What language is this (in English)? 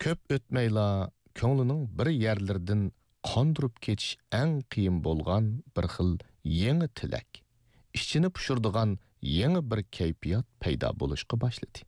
Uyghur